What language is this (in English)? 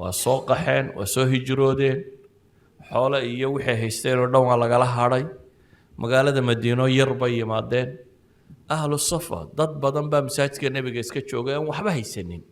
Somali